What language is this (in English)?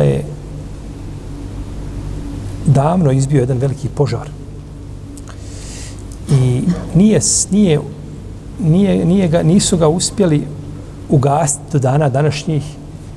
Bosnian